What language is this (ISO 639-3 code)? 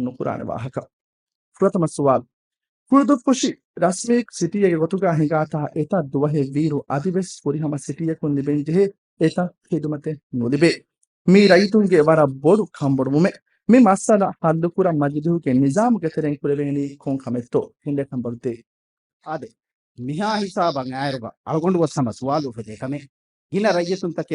div